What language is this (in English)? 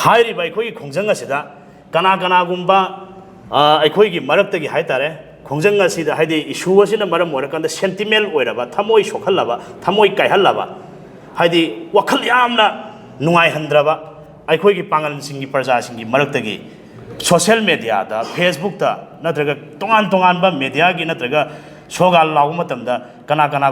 Manipuri